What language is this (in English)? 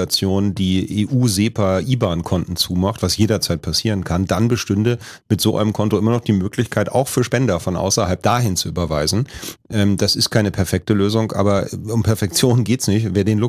German